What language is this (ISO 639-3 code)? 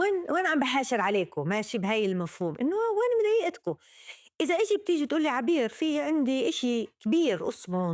apc